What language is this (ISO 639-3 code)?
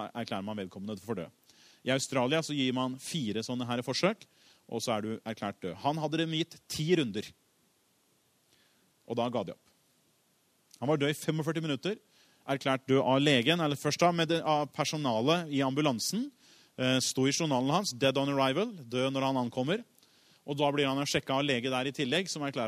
nor